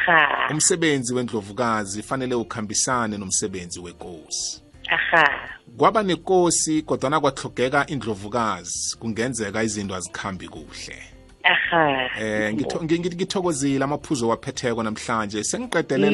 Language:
South Ndebele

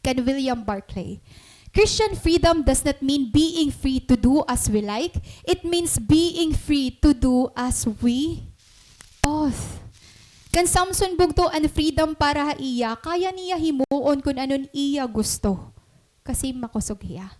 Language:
Waray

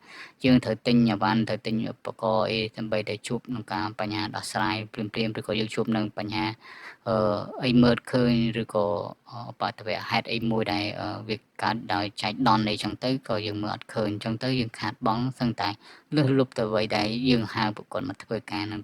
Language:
Khmer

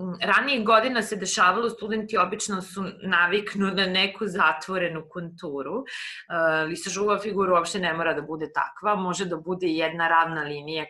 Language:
Serbian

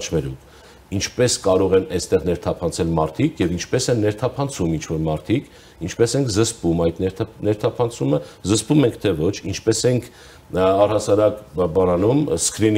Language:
Armenian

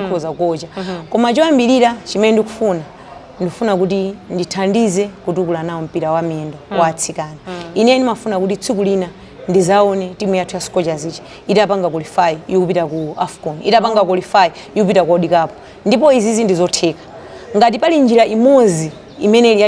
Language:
Nyanja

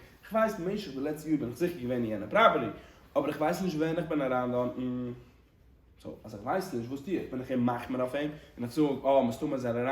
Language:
Yiddish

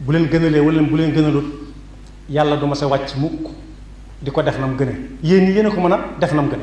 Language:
Wolof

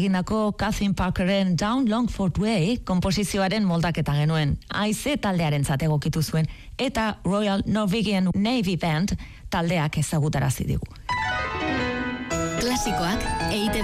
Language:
Basque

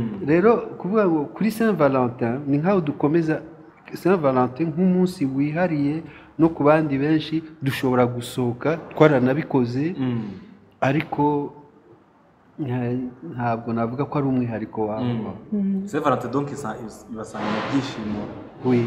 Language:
Kinyarwanda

